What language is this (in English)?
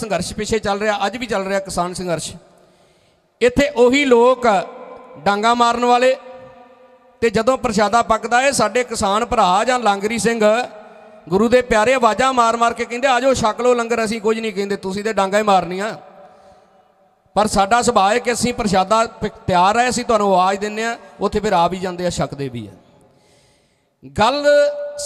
Punjabi